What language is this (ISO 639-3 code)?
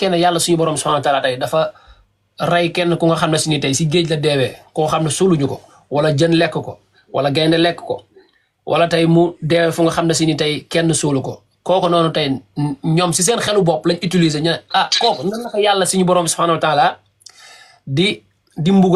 wol